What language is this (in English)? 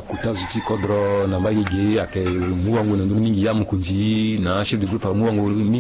Sango